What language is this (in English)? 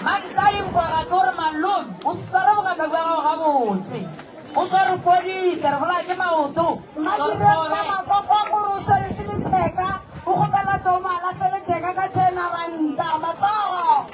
Northern Sotho